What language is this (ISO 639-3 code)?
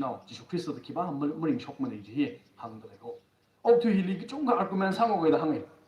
nmf